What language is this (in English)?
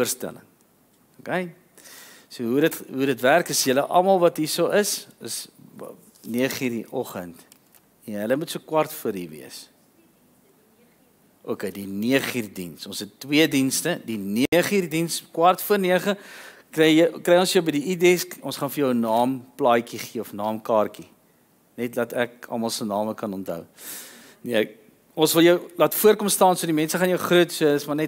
Afrikaans